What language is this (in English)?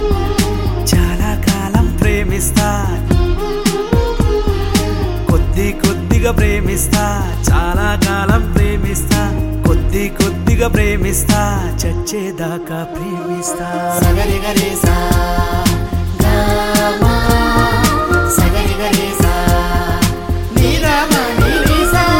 Telugu